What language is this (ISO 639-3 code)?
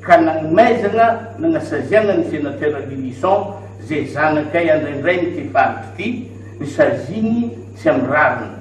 mlg